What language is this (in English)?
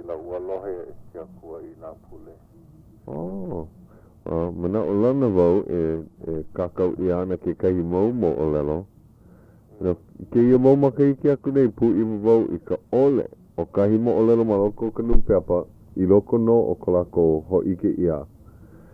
Hawaiian